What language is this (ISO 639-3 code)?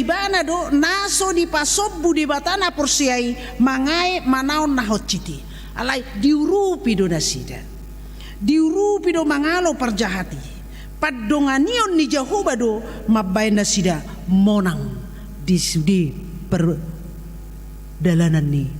bbc